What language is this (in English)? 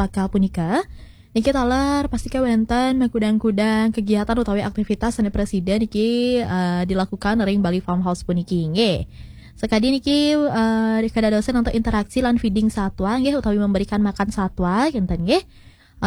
Balinese